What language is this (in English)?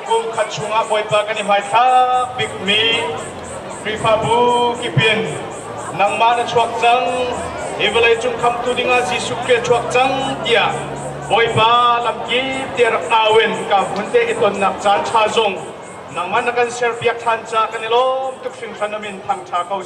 Hakha Chin